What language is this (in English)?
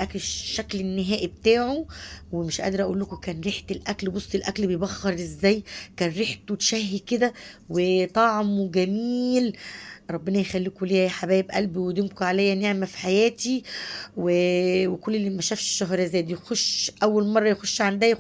Egyptian Arabic